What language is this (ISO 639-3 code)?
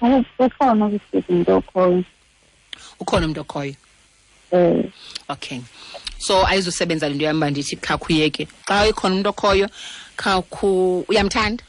xho